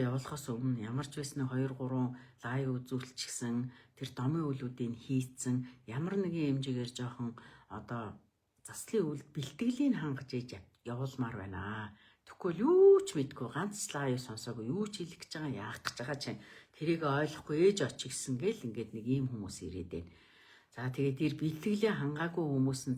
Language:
Mongolian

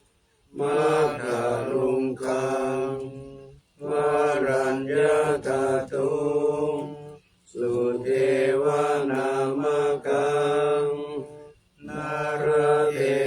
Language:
Pali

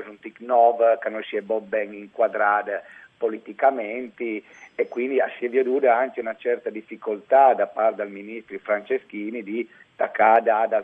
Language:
Friulian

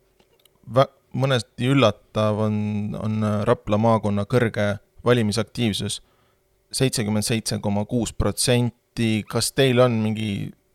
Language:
Estonian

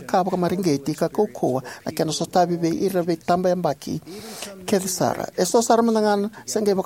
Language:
Fijian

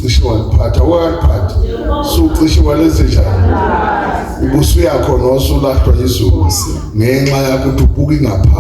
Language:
Zulu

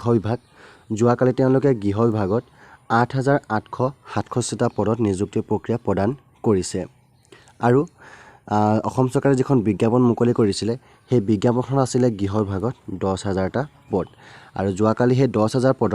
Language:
Assamese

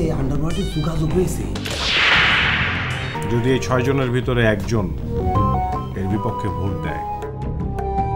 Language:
Bangla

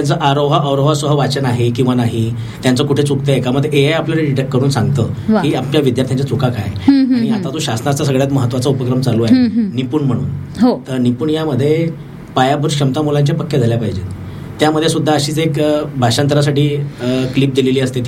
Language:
Marathi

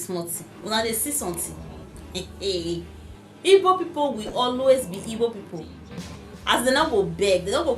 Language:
Nigerian Pidgin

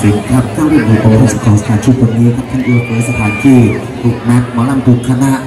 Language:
Thai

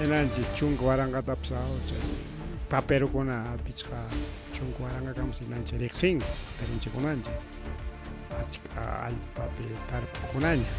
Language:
Ayacucho Quechua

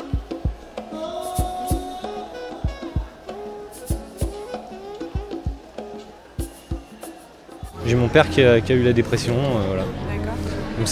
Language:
French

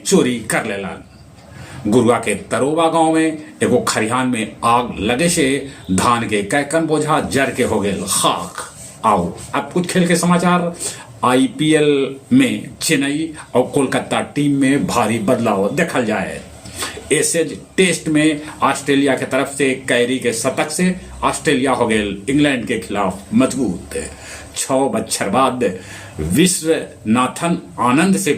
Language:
Magahi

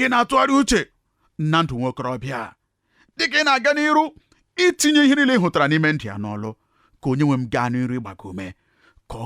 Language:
Igbo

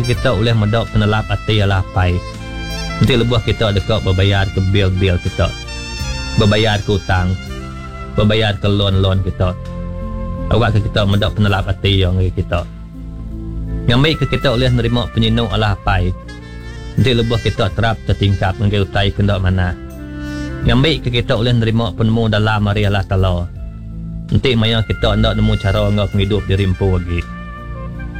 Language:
Iban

